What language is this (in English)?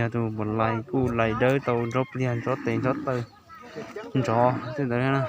Hmong